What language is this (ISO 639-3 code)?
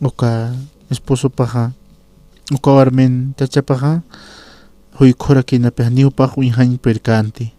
aym